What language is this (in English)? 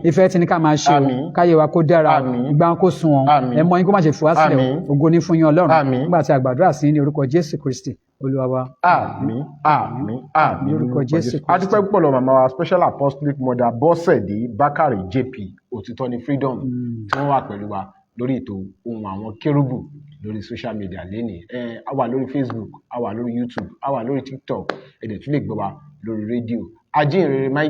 Yoruba